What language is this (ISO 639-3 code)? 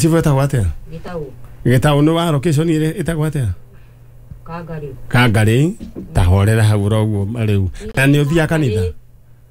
kik